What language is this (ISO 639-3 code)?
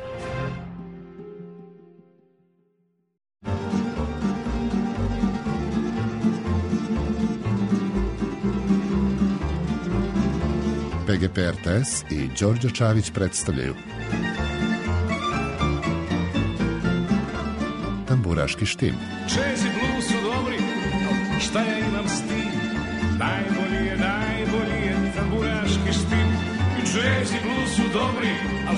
srp